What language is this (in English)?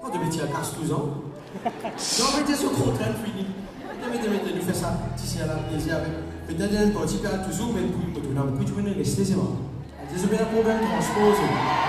Morisyen